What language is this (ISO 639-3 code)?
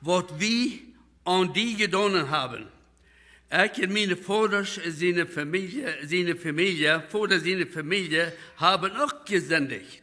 pdt